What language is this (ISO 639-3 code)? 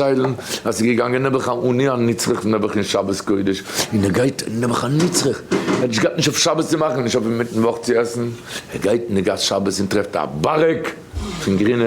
yid